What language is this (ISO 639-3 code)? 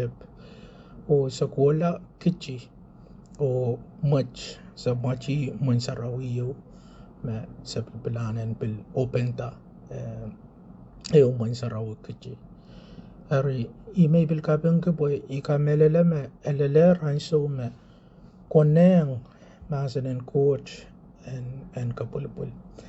pon